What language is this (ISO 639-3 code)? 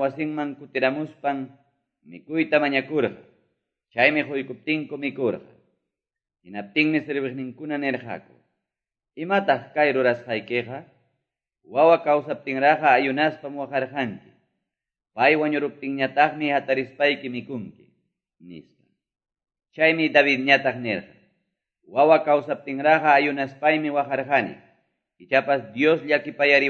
que